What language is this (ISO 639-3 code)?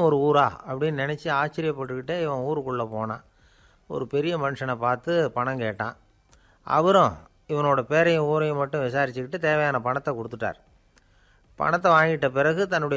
tam